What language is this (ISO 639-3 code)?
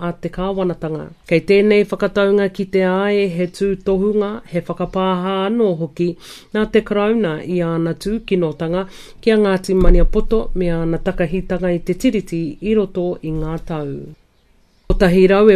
mri